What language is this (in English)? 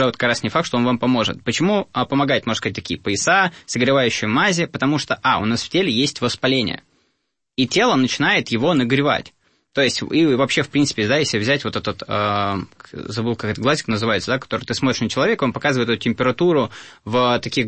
Russian